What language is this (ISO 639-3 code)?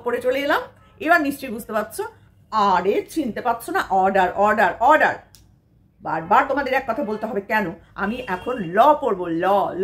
ben